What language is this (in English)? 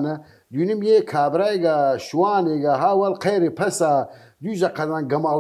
Southern Kurdish